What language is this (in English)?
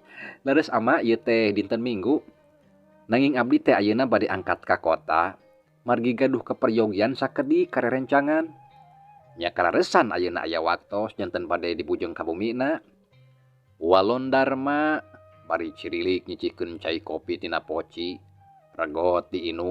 Sundanese